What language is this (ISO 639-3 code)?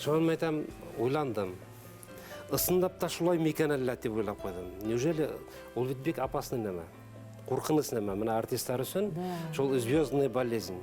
bak